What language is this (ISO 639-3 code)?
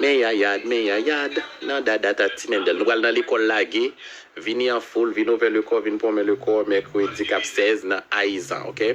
hat